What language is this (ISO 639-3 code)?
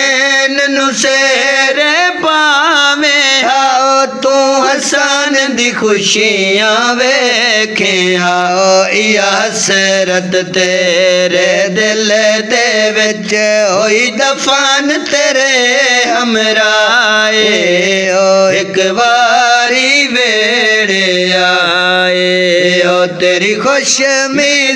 skr